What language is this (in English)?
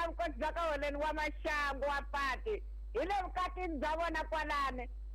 Tsonga